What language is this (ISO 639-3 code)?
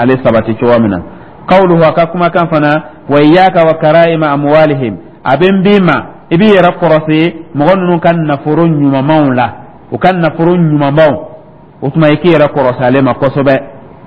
dyu